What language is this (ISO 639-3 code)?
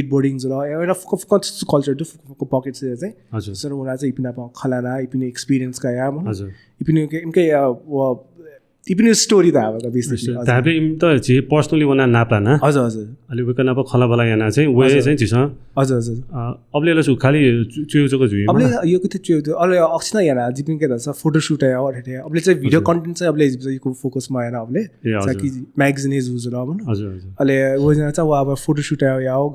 new